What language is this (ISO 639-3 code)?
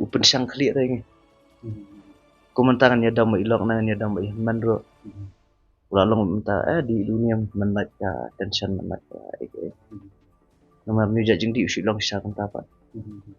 kha